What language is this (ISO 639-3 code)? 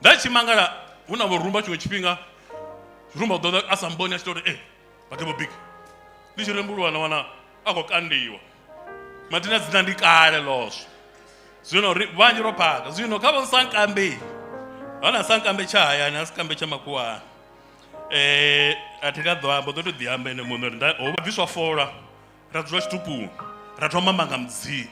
ven